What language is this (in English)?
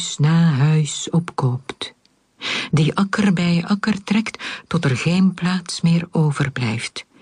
Dutch